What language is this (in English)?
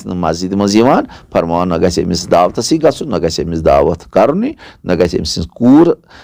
Kashmiri